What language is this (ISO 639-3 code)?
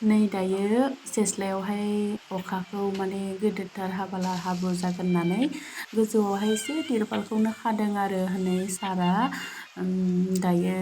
brx